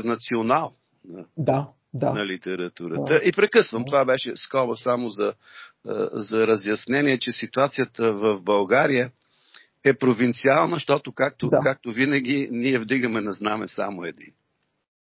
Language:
Bulgarian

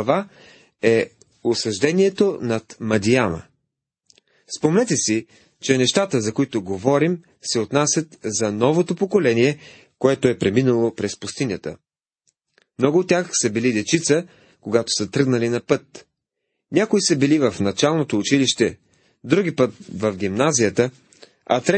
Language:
Bulgarian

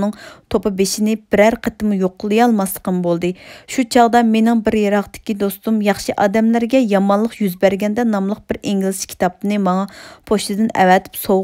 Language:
Uyghur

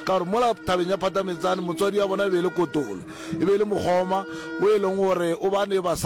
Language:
Northern Sotho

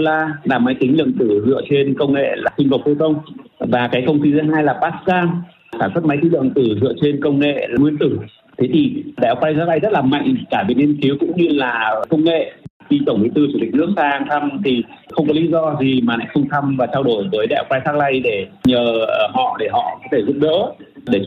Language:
Vietnamese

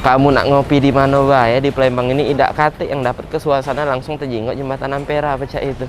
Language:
Musi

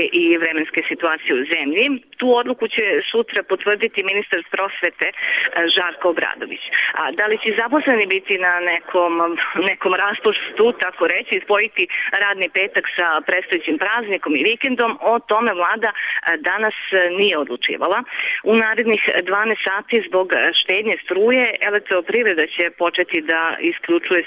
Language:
Serbian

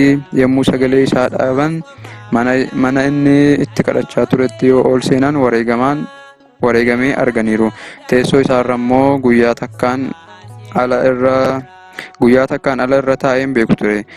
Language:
Oromo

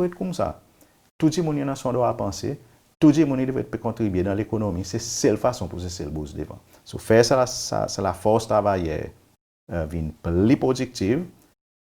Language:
Seselwa Creole French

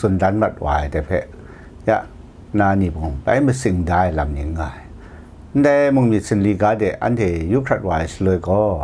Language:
Kachin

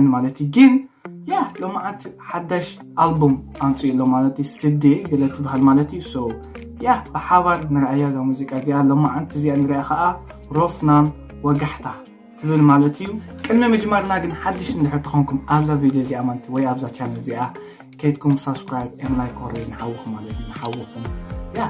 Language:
Tigrinya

